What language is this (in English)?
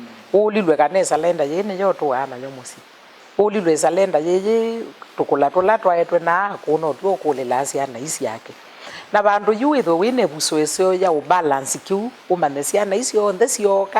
Kamba